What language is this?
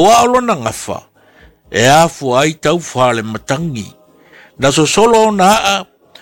Samoan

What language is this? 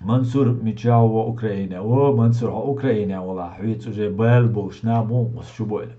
Chechen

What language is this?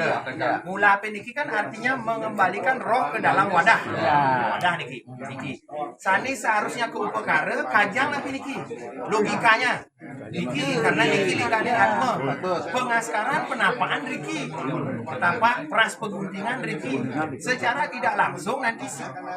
Balinese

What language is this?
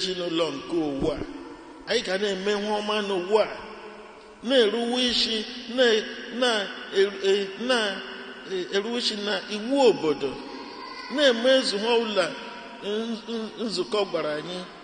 Igbo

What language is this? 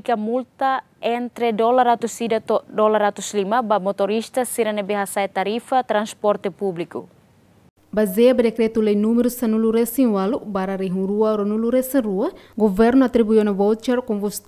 Tetum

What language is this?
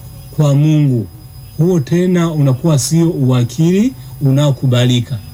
Swahili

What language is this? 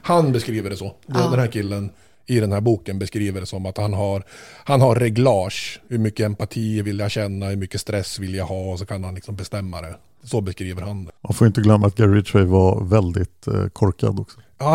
Swedish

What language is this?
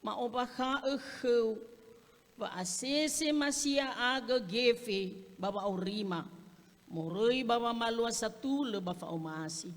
Nias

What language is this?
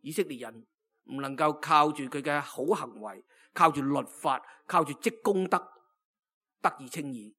Cantonese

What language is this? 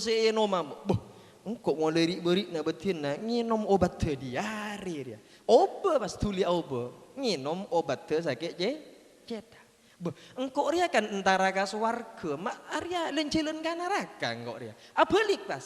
Madurese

